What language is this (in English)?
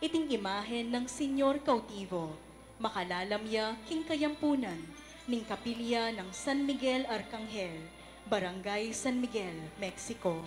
Pampanga